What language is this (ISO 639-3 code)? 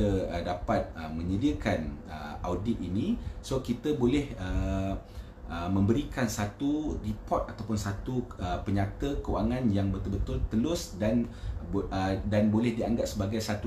msa